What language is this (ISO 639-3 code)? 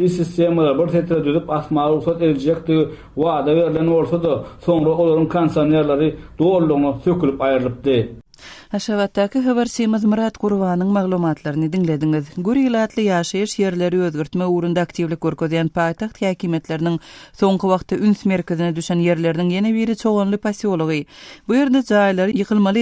tuk